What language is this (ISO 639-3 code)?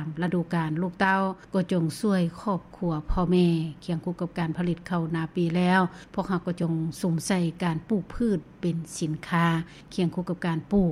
lao